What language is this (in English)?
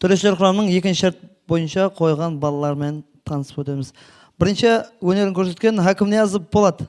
Kara-Kalpak